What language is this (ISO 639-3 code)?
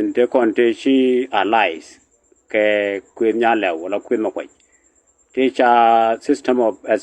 nus